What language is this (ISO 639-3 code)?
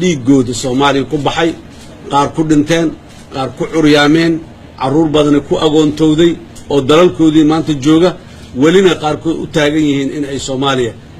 som